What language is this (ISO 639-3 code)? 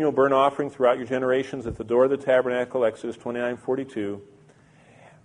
eng